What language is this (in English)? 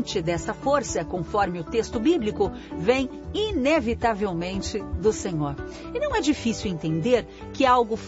Portuguese